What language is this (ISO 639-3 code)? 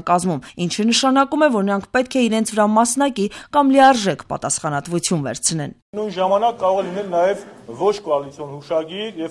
hye